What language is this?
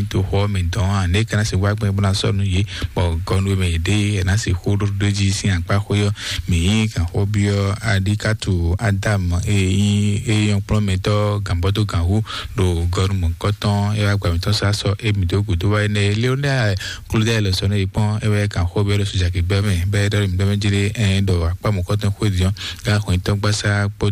Fon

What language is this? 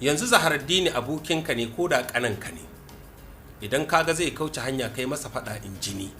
Hausa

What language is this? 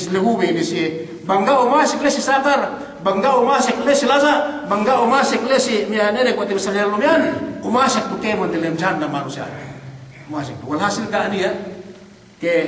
Yakan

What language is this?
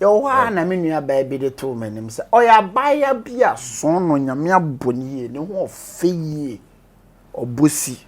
Akan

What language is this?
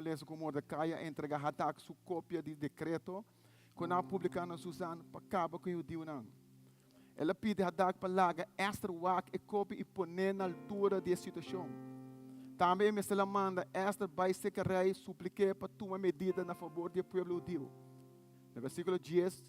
Papiamento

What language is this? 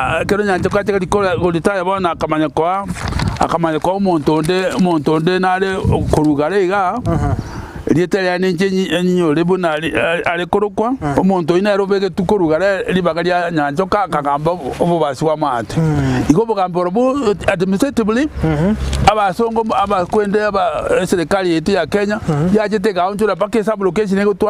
Gusii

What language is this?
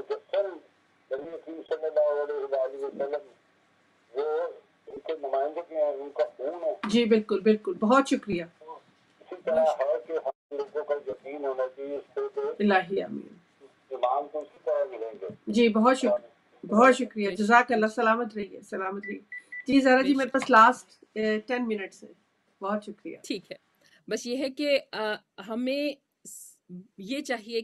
Urdu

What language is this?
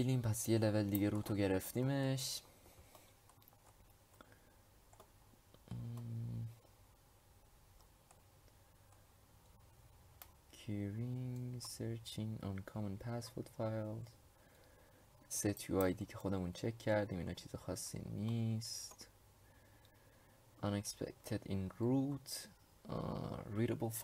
Persian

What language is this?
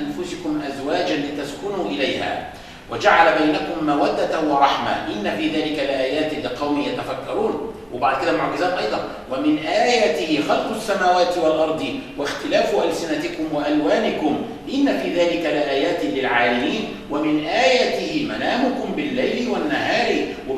Egyptian Arabic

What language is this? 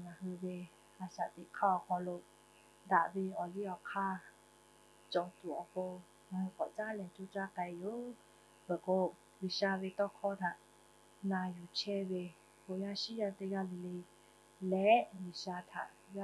Lahu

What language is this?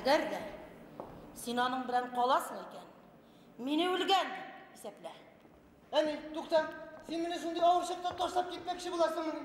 Bashkir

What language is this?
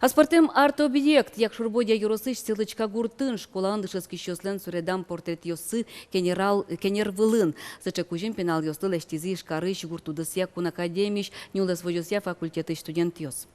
Udmurt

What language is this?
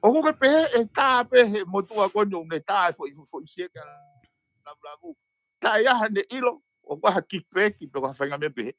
Tongan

